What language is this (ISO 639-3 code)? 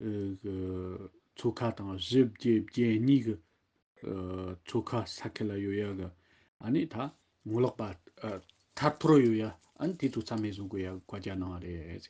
bod